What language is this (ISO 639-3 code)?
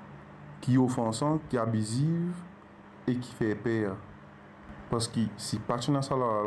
mfe